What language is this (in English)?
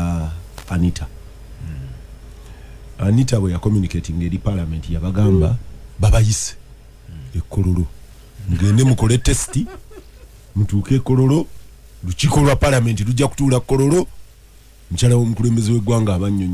Ganda